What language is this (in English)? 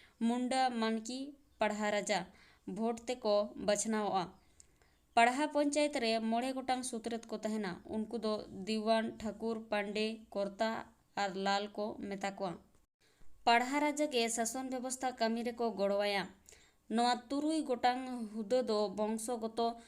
Santali